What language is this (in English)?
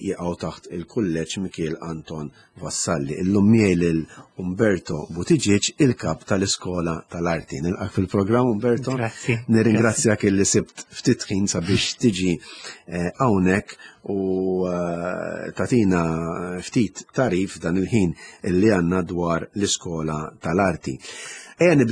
Maltese